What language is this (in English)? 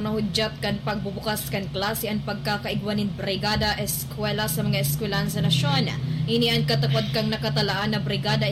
Bikol